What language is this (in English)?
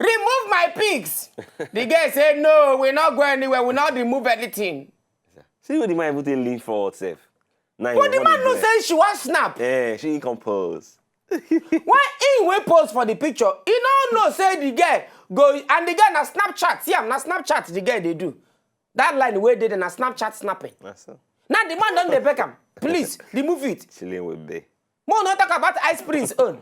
Nigerian Pidgin